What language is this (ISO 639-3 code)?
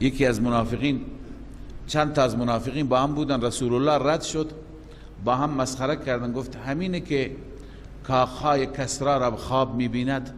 fas